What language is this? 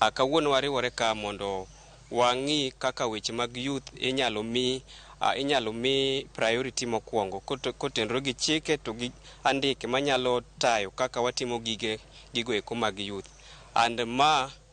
Luo (Kenya and Tanzania)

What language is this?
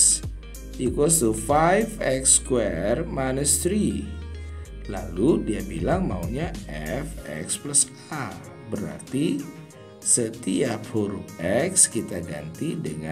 Indonesian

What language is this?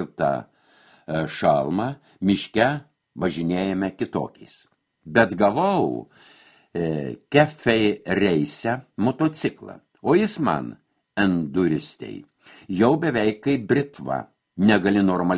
Lithuanian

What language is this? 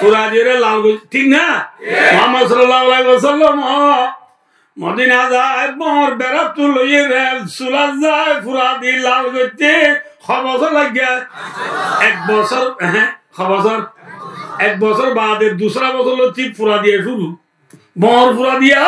Rohingya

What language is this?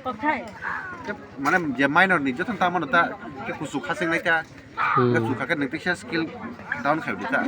Kok Borok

